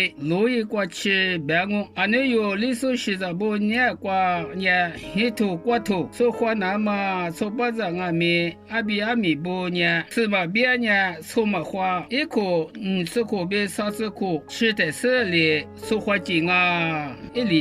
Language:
Lisu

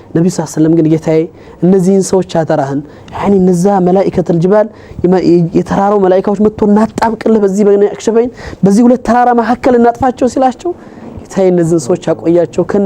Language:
Amharic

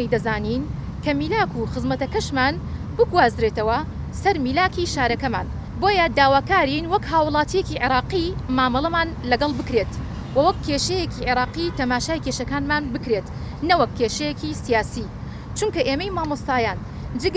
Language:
Central Kurdish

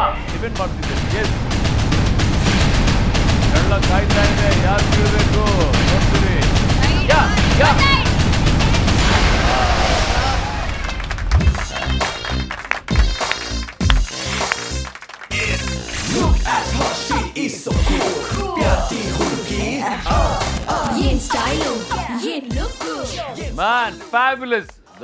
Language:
Kannada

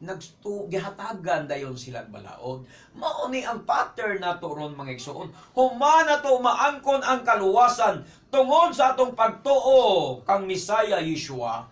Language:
Cebuano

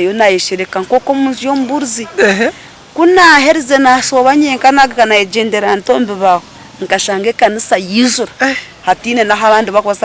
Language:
Nyankole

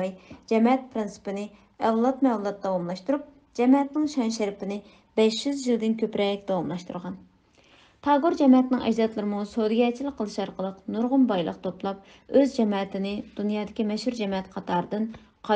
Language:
Uyghur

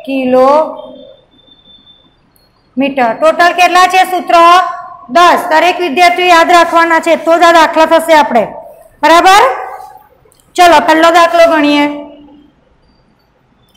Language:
Gujarati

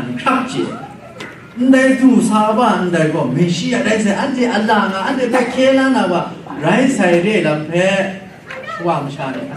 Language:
Kachin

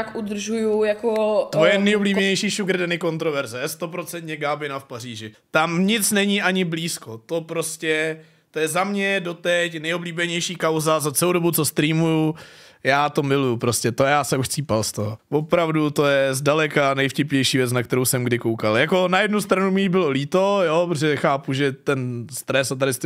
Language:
Czech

